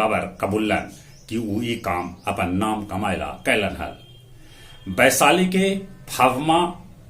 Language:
Magahi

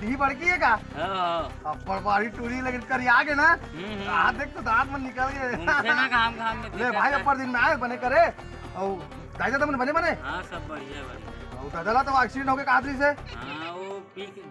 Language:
Chhattisgarhi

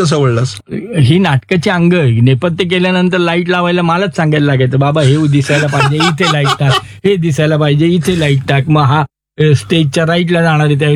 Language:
Marathi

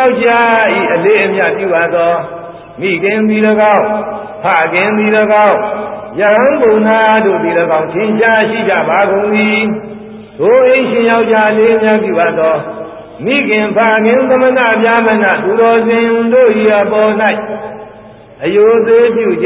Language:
Burmese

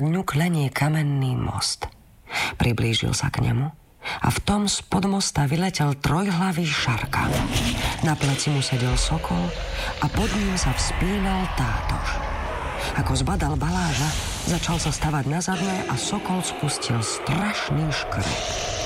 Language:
Slovak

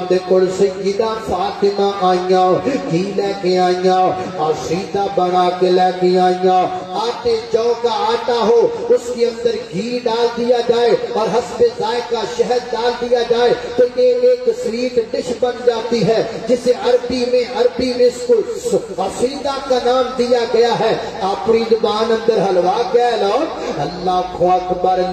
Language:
Urdu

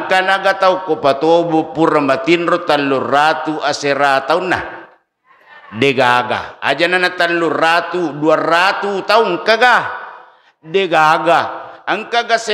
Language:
Buginese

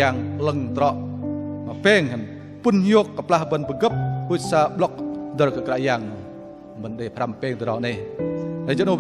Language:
Bahnar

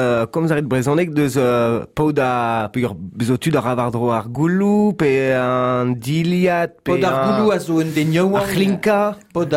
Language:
Breton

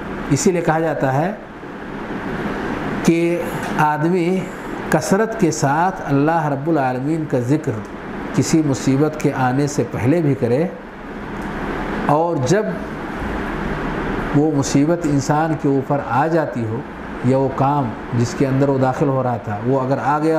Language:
Urdu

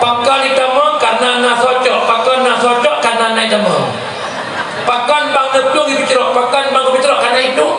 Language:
Achinese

